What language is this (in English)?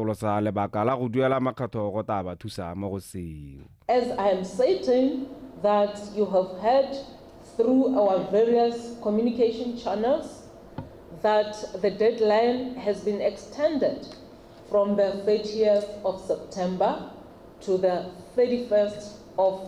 Tswana